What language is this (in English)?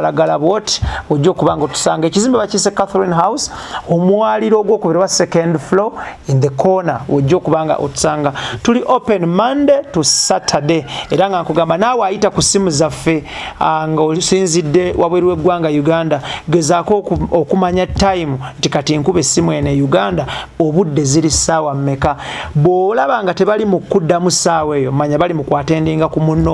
Ganda